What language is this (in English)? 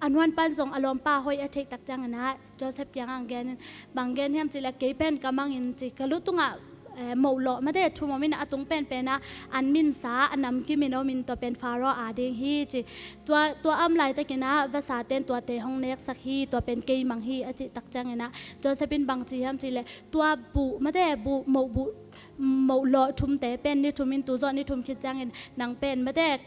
Tedim Chin